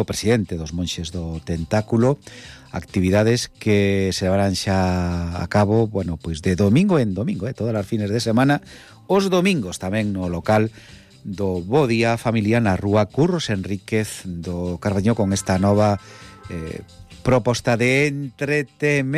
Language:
Galician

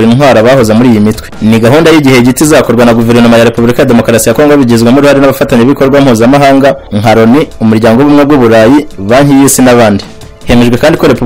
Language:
Kinyarwanda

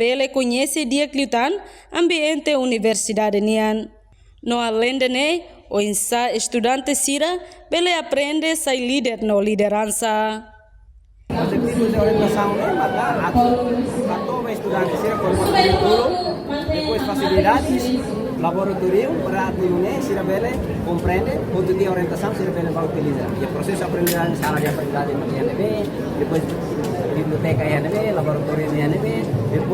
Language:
Tetum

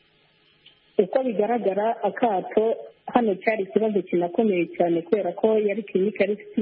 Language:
Kinyarwanda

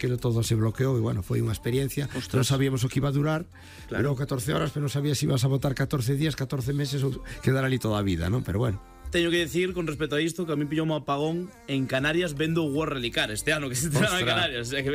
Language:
Galician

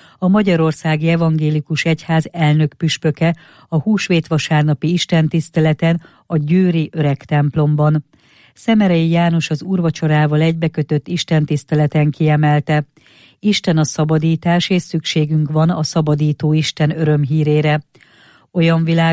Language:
Hungarian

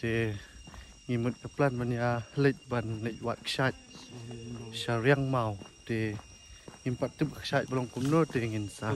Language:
Khasi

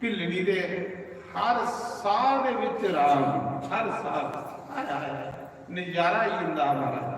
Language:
Dogri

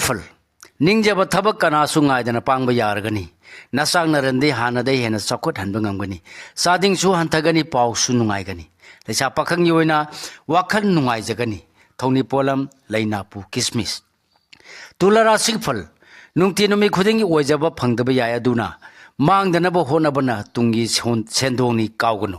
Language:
Manipuri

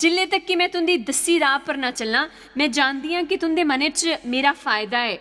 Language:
Dogri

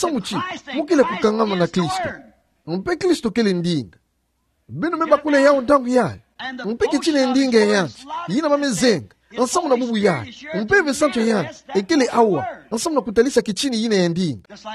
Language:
Kituba (Democratic Republic of Congo)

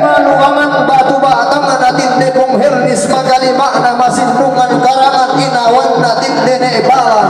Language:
Toraja-Sa'dan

